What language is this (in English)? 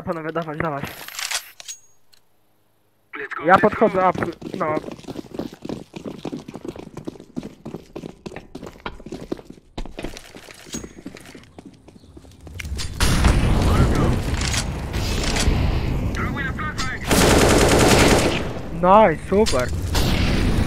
Polish